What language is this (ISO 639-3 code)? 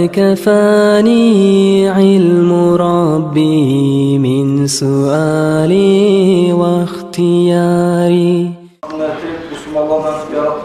kum